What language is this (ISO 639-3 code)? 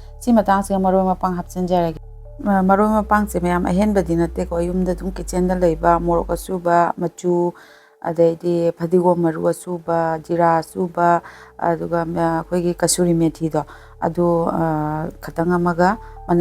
mni